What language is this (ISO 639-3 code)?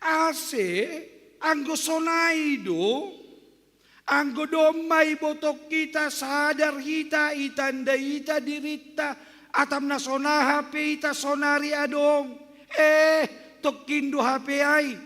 bts